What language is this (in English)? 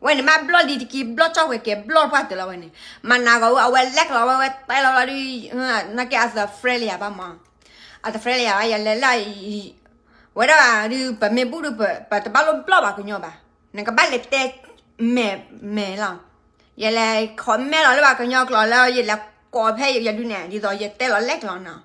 S'gaw Karen